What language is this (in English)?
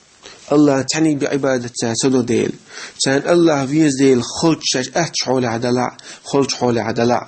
Chechen